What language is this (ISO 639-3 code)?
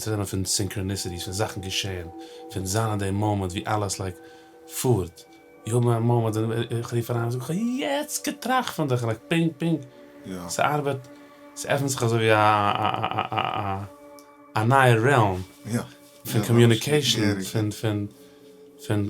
yid